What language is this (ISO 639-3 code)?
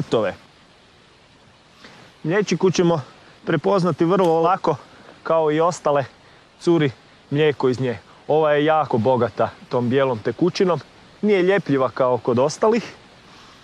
hrv